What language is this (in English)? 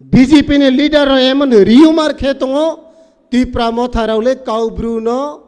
Riang (India)